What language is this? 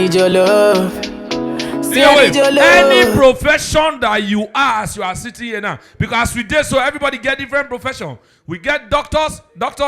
Nigerian Pidgin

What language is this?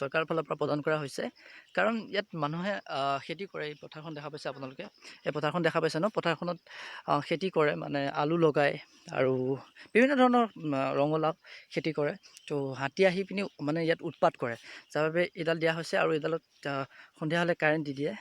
Assamese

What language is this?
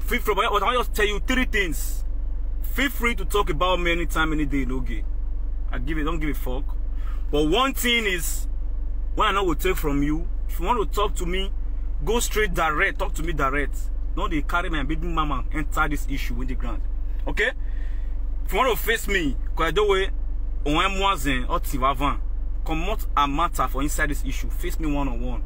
Nigerian Pidgin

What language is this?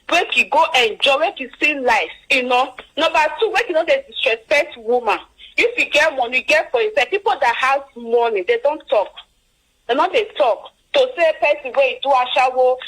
Nigerian Pidgin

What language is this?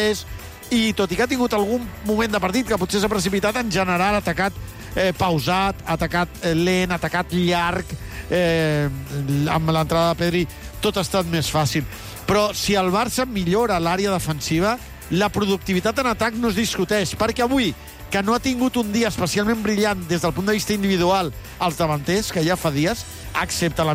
Catalan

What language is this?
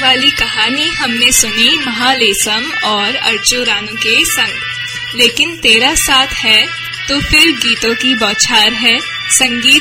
Hindi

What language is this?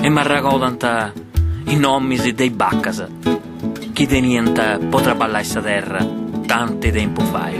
Sardinian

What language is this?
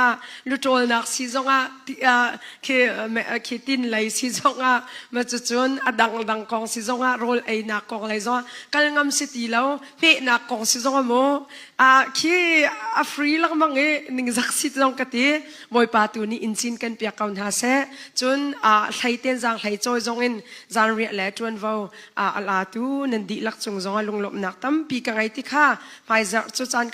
Hakha Chin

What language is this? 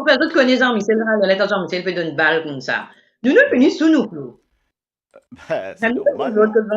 Morisyen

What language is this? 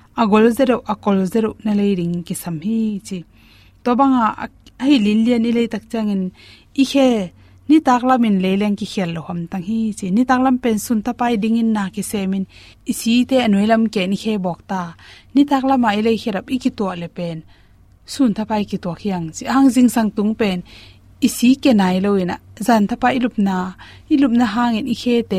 Tedim Chin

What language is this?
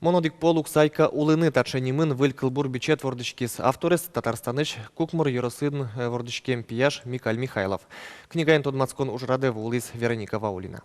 Udmurt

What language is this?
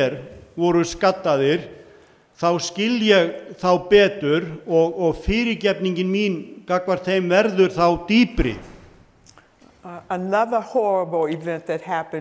Icelandic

